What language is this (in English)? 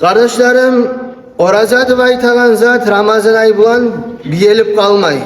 Kumyk